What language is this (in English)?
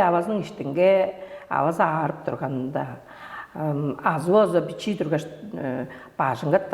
Tuvinian